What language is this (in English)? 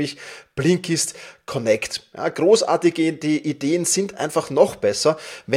German